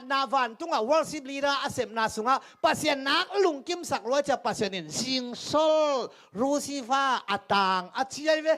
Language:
Tedim Chin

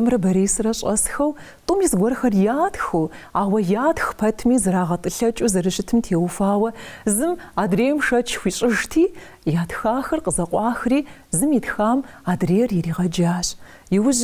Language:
Kabardian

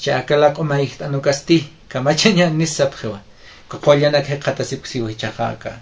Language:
Aymara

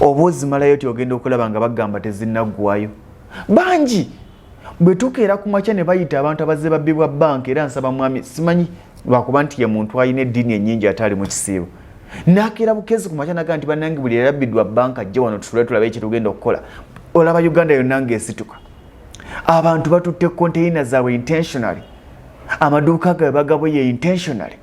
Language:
Ganda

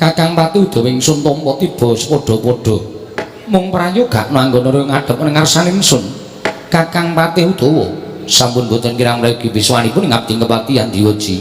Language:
Javanese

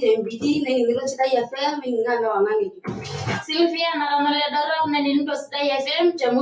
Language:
Masai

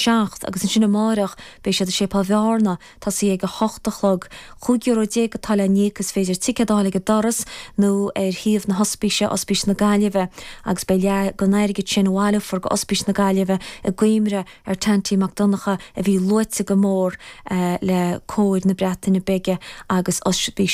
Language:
Irish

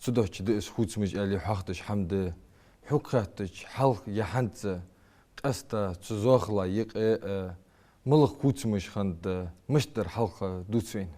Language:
Ingush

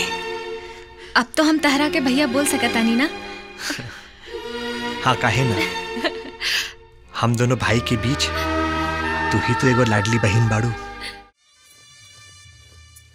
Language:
Bhojpuri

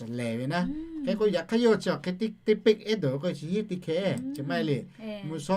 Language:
Lahu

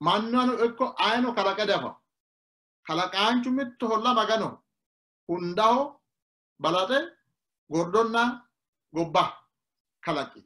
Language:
Sidamo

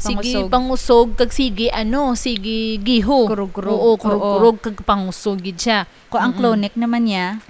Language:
Hiligaynon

